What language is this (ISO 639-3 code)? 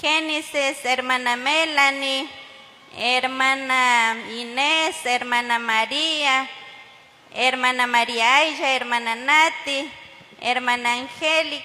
qug